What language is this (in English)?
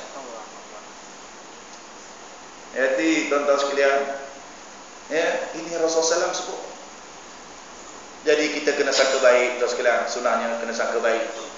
Malay